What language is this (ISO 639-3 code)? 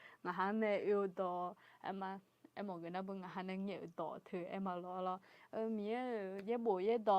ahk